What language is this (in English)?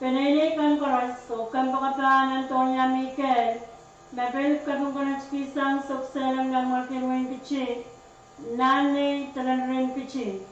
Pohnpeian